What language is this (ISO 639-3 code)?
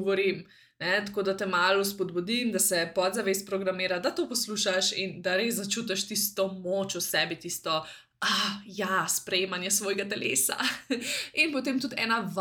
slv